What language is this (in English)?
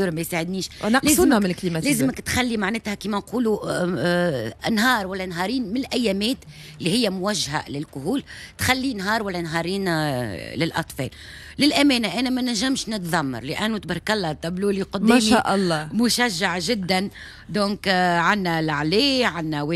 Tunisian Arabic